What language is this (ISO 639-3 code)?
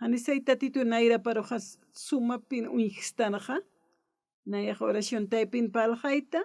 aym